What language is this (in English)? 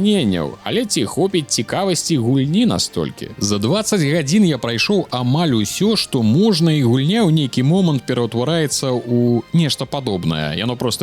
Belarusian